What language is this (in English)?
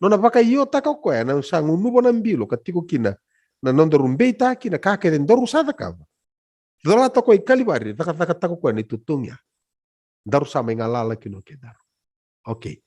Fijian